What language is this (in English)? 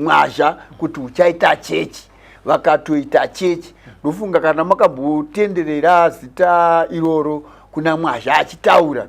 Shona